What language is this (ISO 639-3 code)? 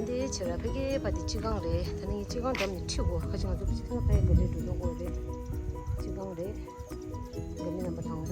bod